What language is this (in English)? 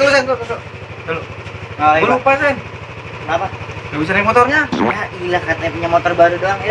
Betawi